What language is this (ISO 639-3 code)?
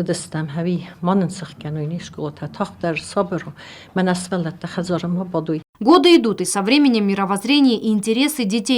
oss